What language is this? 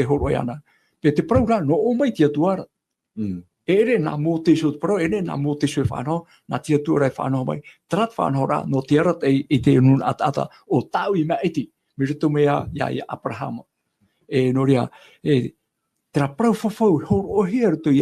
Tahitian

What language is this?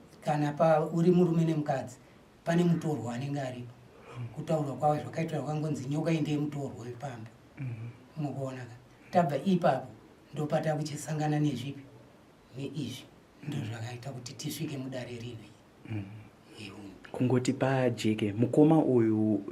Shona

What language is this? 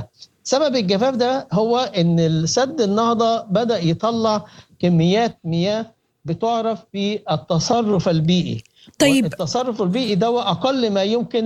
Sudanese Arabic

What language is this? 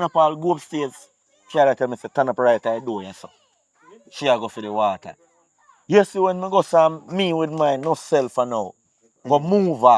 Jamaican Creole English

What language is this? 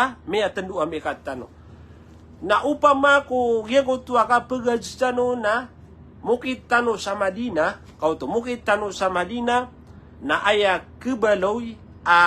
Maranao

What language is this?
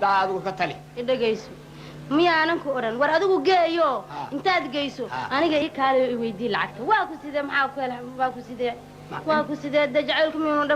Somali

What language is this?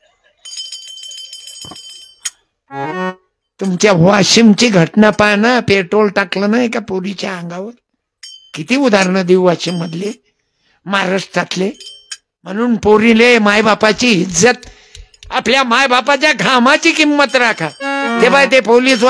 Marathi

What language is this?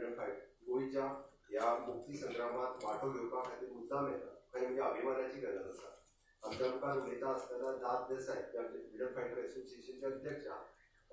Konkani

